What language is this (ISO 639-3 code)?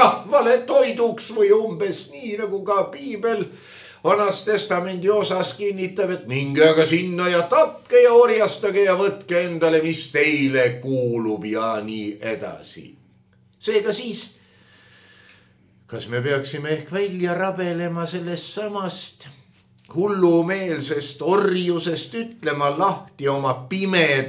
est